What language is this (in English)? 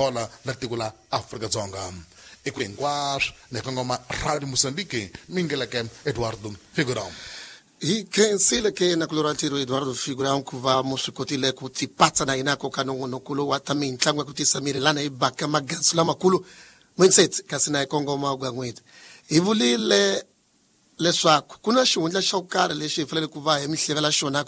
Tsonga